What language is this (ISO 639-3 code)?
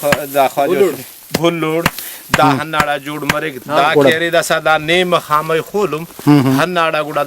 brh